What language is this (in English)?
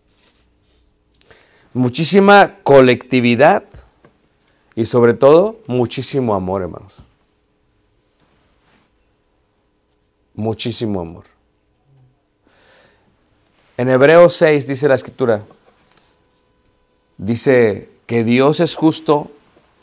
Spanish